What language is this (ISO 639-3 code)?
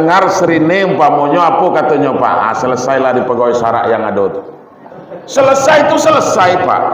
min